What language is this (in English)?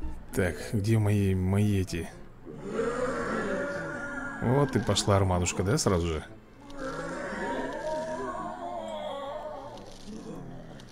Russian